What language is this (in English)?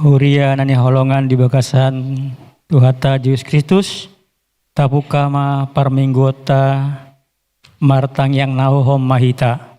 Batak Toba